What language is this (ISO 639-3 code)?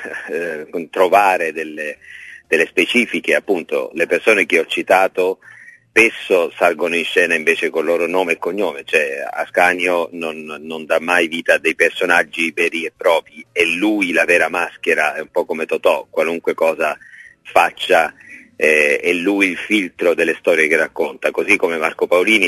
ita